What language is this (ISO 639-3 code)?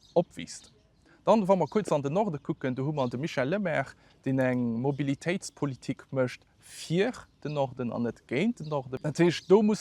ltz